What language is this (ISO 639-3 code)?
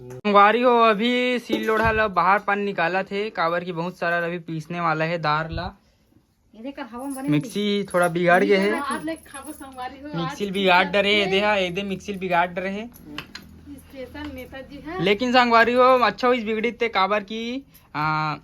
hne